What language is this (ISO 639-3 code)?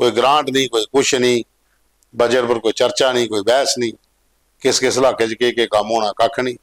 doi